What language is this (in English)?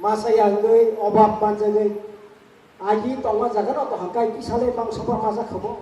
Kok Borok